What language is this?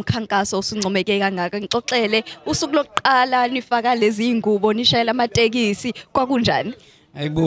Zulu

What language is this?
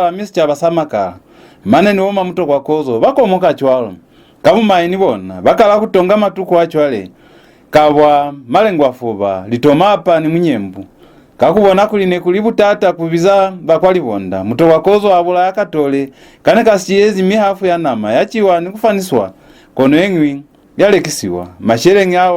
Lozi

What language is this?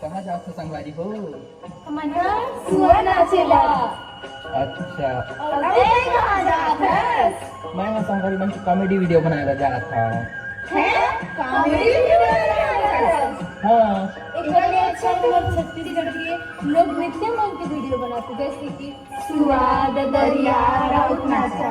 Chhattisgarhi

